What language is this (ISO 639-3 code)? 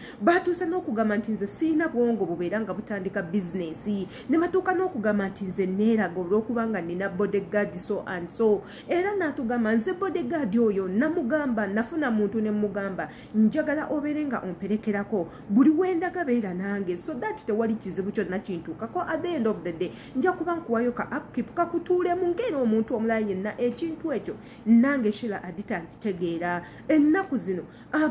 lug